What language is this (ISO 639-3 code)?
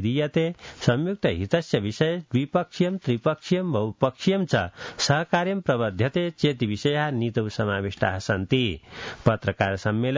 san